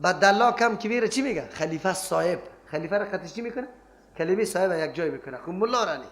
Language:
Persian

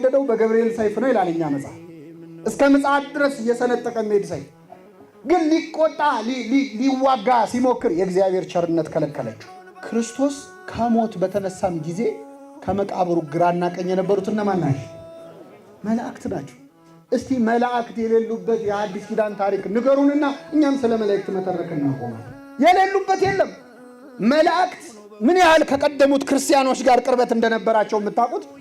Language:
Amharic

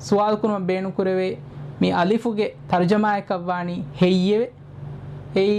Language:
Divehi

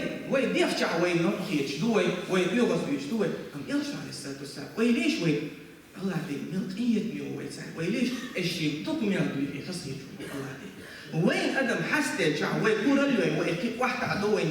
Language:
Chechen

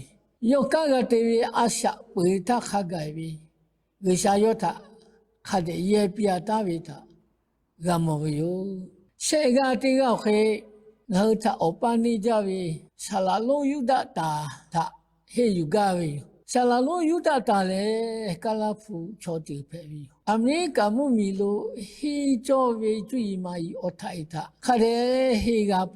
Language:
Lahu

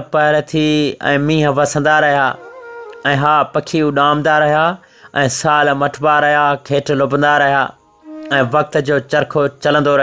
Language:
Sindhi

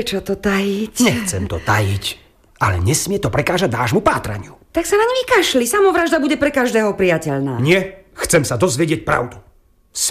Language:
Slovak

